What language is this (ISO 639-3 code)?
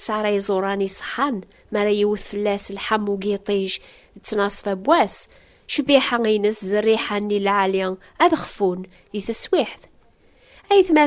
kab